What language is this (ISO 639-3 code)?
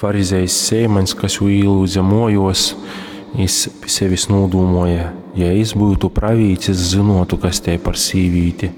ltg